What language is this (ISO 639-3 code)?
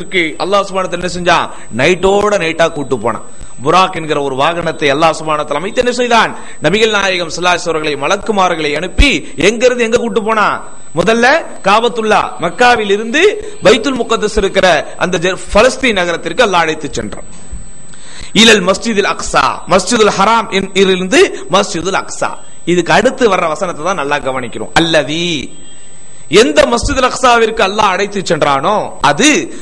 tam